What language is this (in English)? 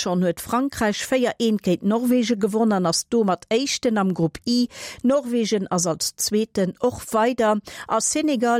Luxembourgish